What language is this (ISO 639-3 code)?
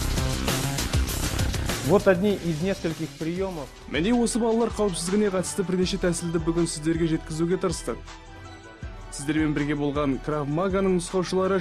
kaz